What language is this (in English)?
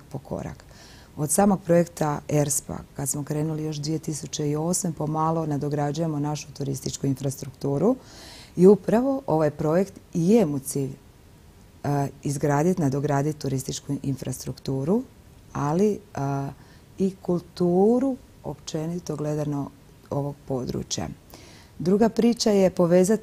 Croatian